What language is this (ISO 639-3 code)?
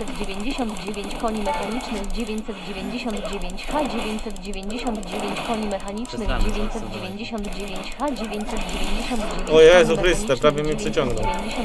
pol